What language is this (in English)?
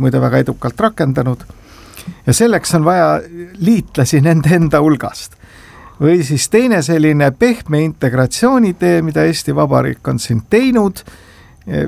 Estonian